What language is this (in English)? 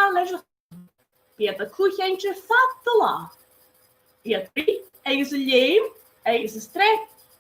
Scottish Gaelic